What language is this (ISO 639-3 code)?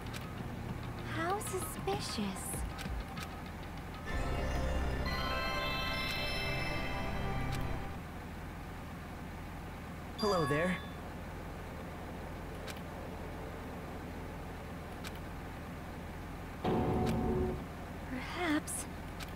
eng